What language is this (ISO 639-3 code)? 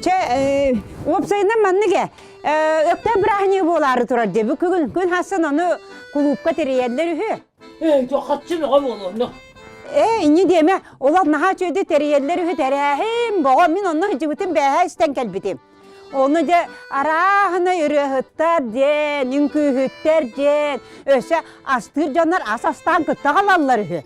sah